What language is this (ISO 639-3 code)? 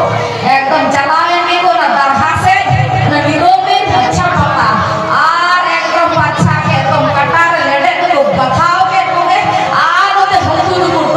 sat